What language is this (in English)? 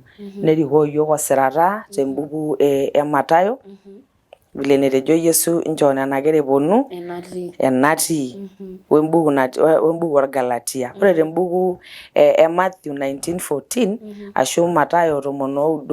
Masai